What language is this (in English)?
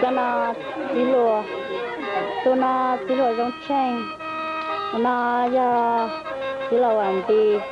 Hmong